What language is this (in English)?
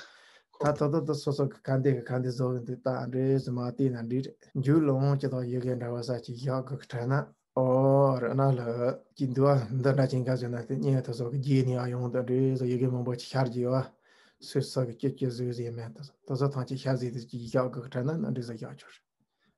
Tibetan